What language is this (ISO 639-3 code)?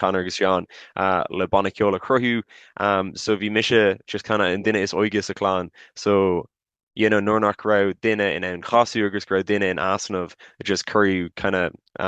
gle